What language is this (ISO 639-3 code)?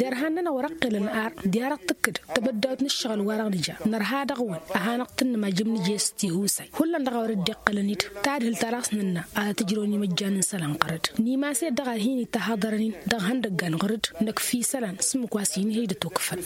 taq